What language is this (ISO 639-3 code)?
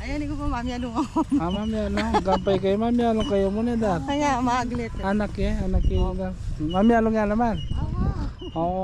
pam